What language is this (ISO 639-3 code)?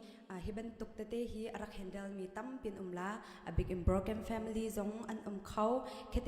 cnh